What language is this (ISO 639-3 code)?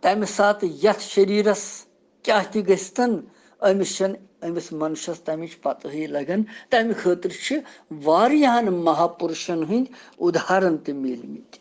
kas